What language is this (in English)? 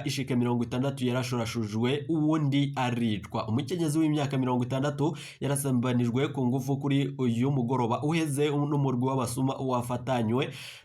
Rundi